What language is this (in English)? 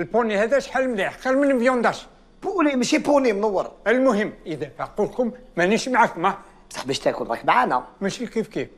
Algerian Arabic